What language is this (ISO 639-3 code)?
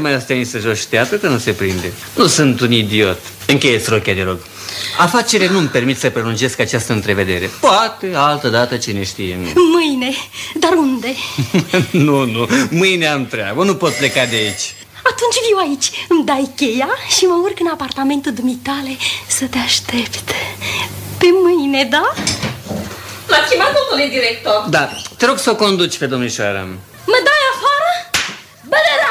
ron